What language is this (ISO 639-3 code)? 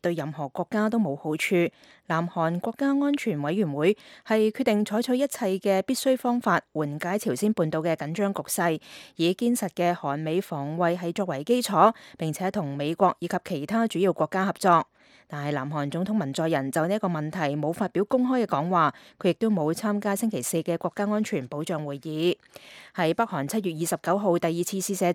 yue